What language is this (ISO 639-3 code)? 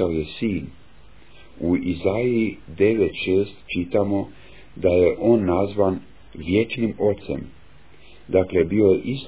hrv